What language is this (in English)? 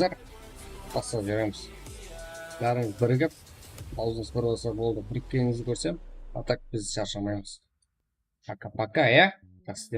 Kara-Kalpak